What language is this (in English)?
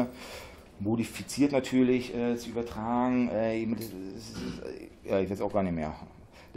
German